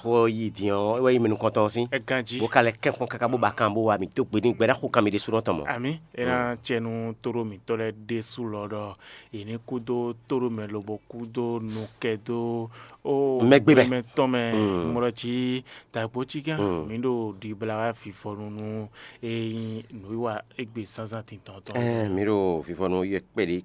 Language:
Fon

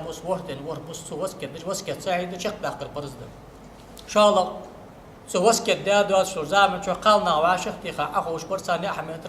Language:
Ingush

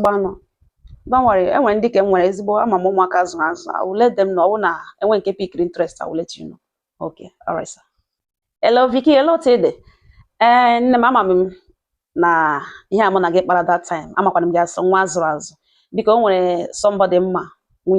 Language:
Igbo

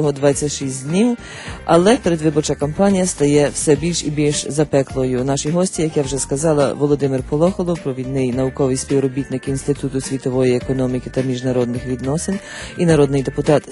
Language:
Ukrainian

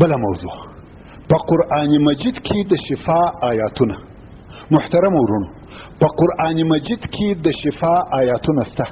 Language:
Pashto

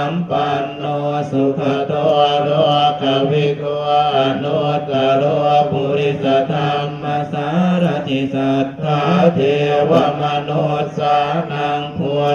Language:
Pali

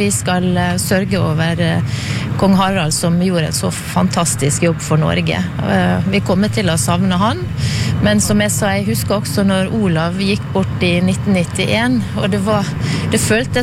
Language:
Norwegian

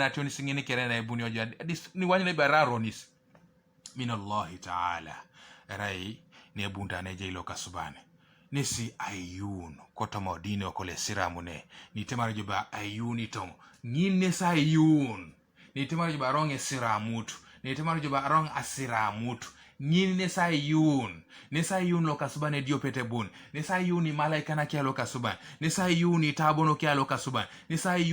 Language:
Teso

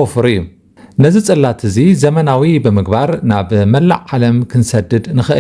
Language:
Tigrinya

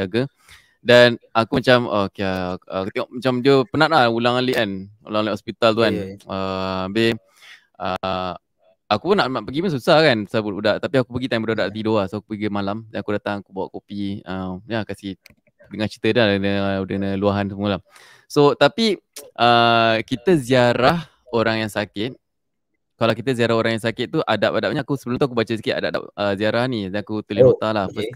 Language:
Malay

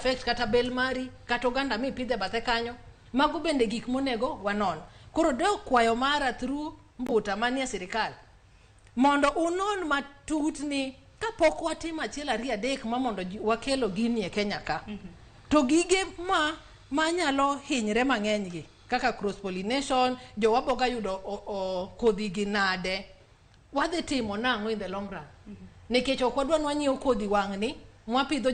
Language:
Luo (Kenya and Tanzania)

